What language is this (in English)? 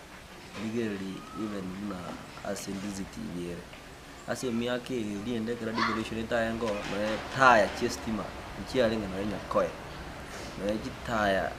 Gusii